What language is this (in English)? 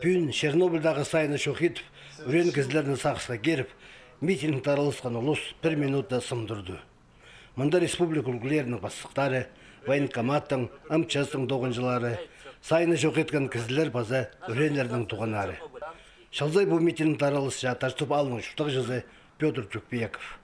Khakas